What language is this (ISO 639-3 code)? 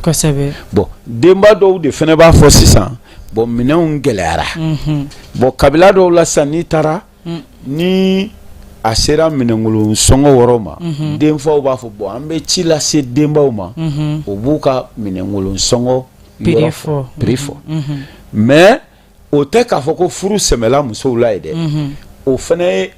bam